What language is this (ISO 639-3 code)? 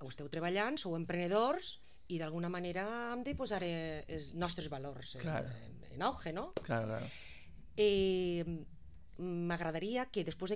cat